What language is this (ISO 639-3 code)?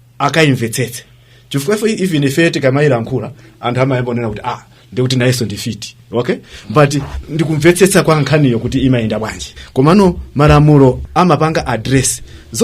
nya